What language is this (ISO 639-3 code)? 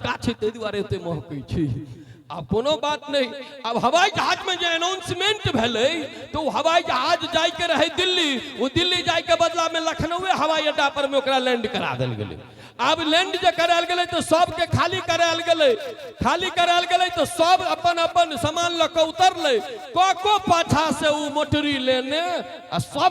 mai